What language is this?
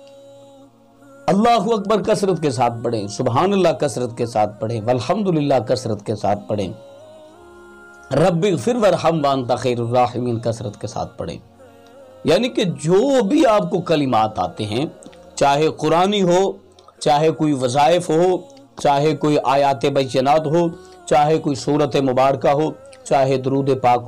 Urdu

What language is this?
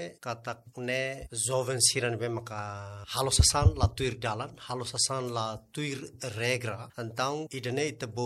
Tetum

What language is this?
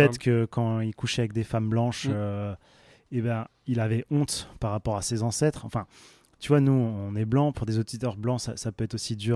French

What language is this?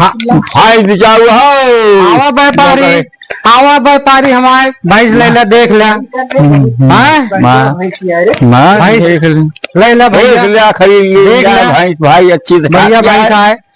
Awadhi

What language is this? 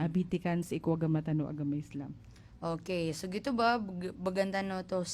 Maranao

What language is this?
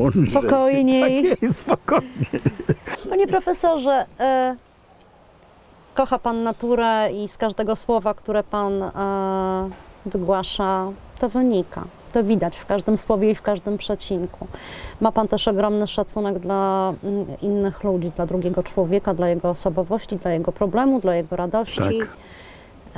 Polish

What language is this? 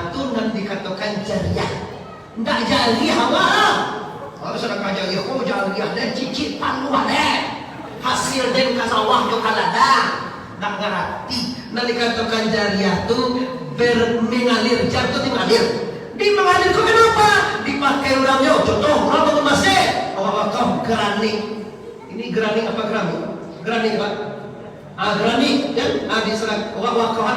Minangkabau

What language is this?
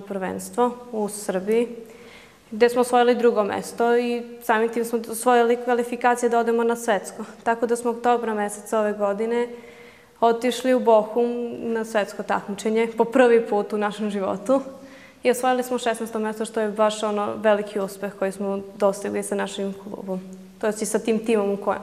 Serbian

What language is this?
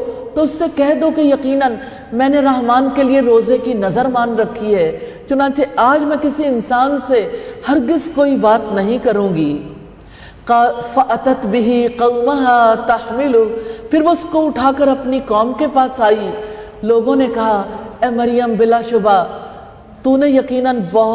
Urdu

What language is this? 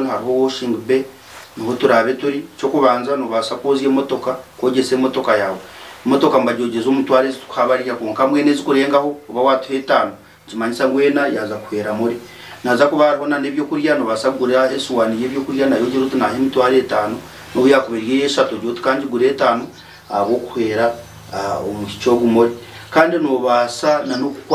Nyankole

